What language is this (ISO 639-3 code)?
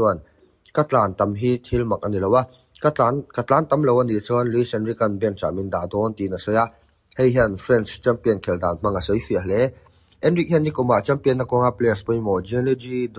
lus